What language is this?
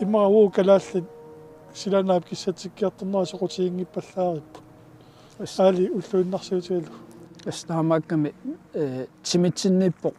Kalaallisut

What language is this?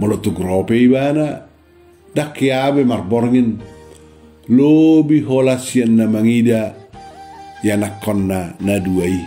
Batak Toba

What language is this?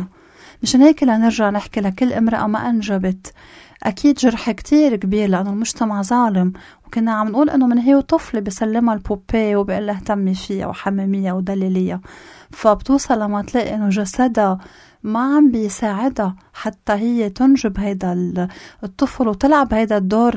North Levantine Arabic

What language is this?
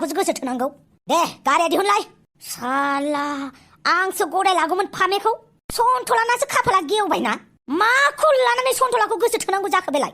Bodo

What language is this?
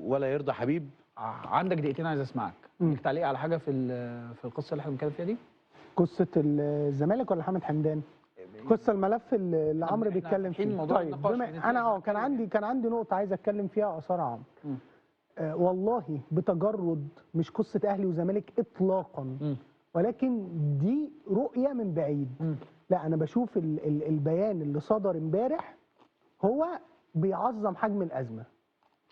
Egyptian Arabic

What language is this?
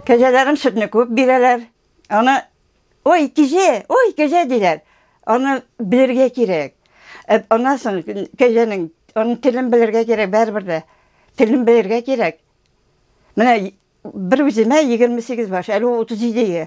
Tatar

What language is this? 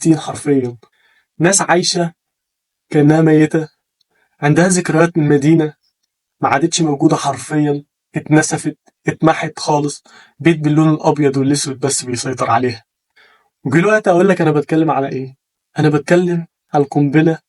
Egyptian Arabic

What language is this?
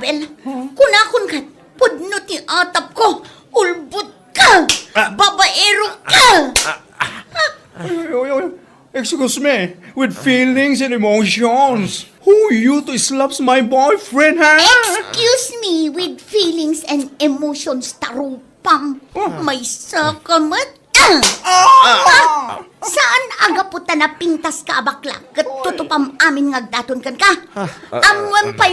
Iloko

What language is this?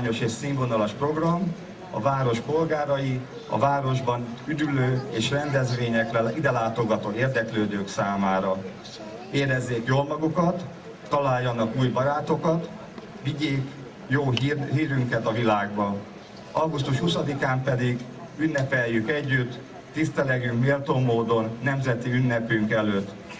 Hungarian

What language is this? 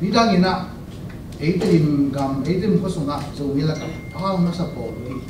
Tedim Chin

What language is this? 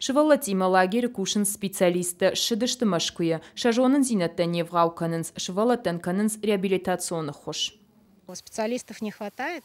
Ossetic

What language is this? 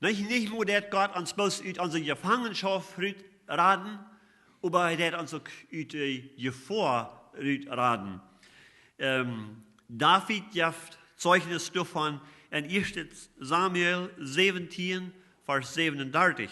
Plautdietsch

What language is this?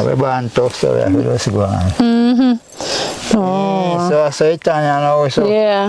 Jamaican Creole English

